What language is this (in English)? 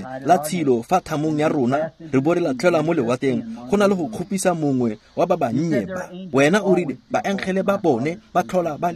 Tswana